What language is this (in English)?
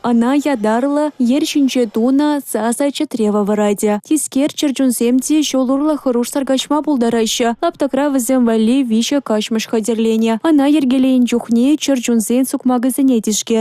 Chuvash